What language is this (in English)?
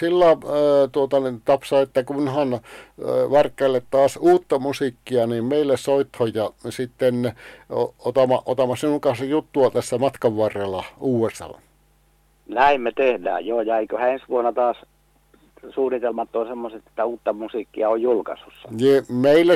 Finnish